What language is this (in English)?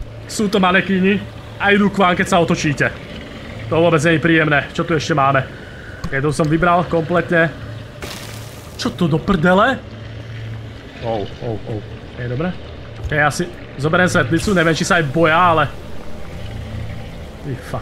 Slovak